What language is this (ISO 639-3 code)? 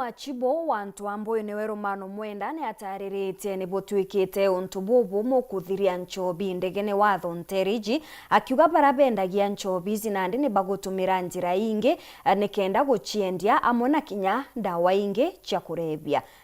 mer